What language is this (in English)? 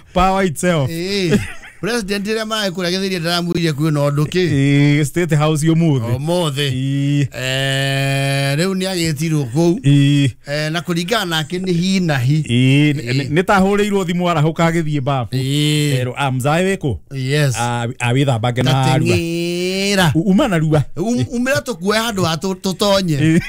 Kikuyu